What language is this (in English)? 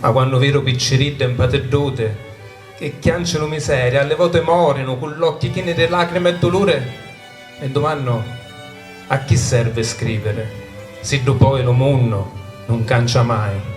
Sicilian